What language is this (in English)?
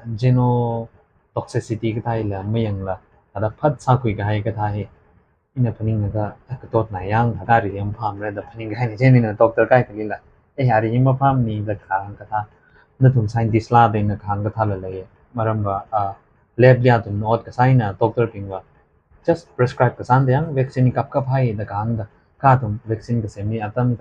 Tangkhul Naga (India)